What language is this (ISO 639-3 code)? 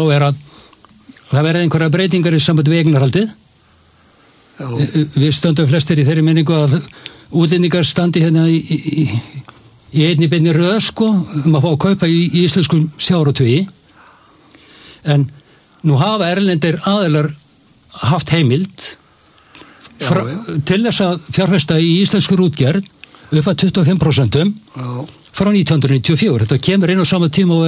isl